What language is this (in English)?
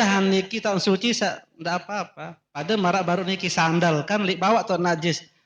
Sasak